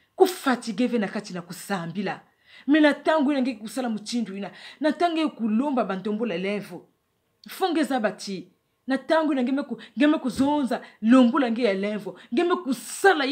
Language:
Kituba (Democratic Republic of Congo)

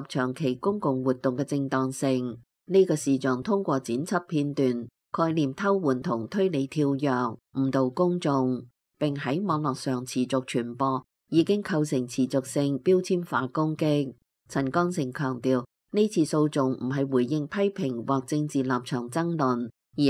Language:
Cantonese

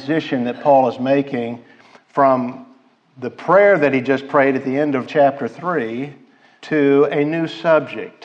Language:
English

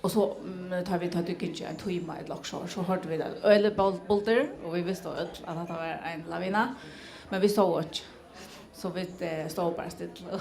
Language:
Faroese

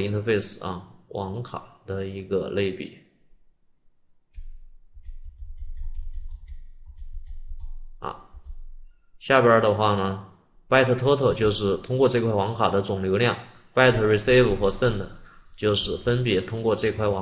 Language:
Chinese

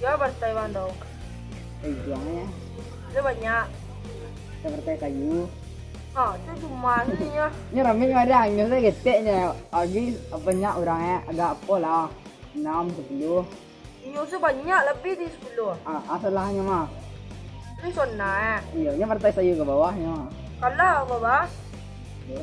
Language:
Minangkabau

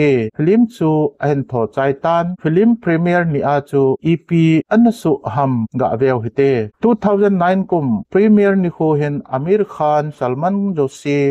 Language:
Thado Chin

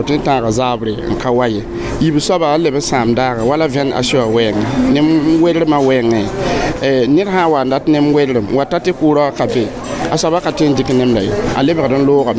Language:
Mossi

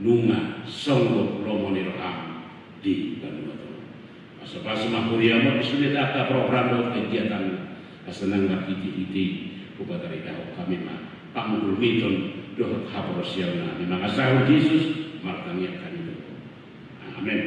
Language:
Batak Toba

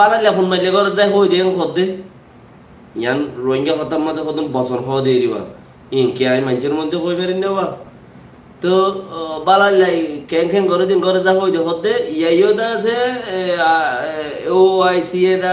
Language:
Rohingya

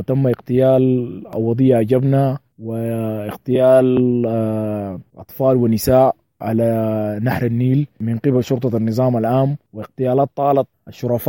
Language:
Sudanese Arabic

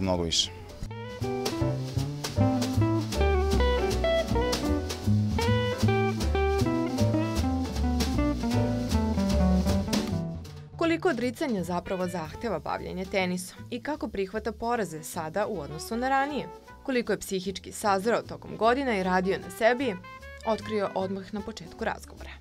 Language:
Serbian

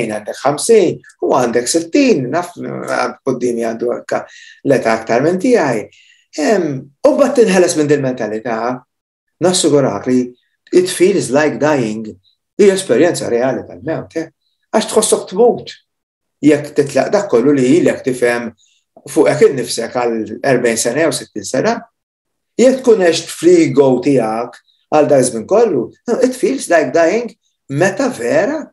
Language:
Maltese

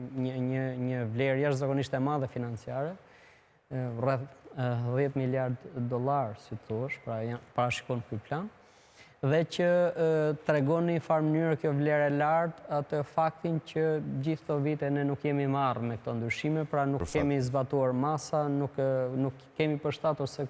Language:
Albanian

